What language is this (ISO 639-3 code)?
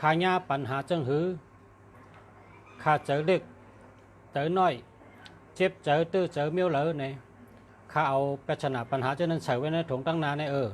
shn